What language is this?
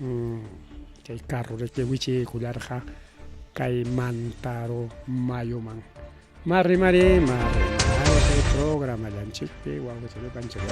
Ayacucho Quechua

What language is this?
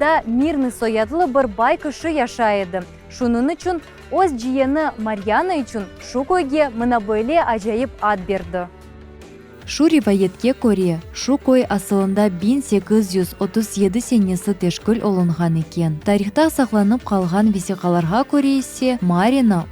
Crimean Tatar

